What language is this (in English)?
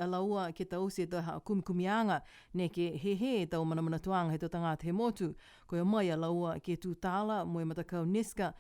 Niuean